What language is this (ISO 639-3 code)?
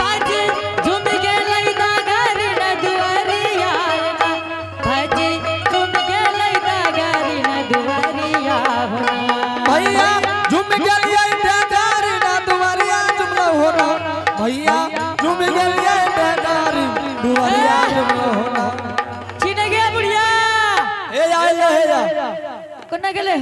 anp